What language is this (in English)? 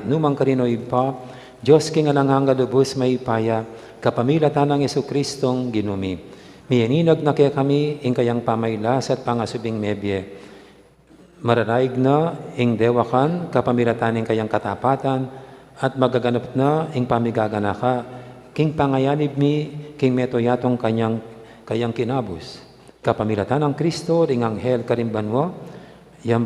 Pampanga